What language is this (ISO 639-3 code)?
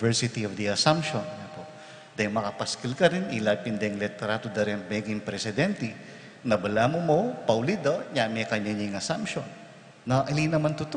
pam